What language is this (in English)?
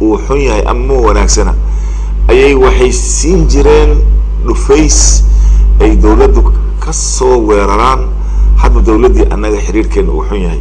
Somali